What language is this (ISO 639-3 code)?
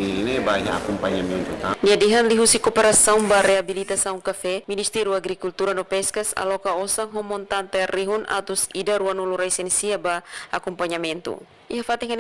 tet